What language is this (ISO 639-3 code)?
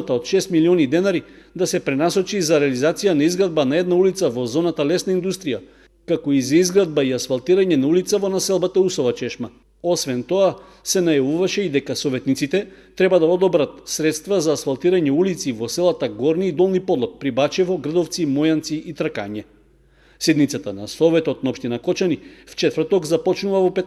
mkd